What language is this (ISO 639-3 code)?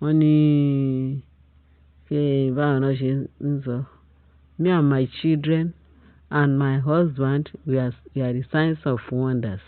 yor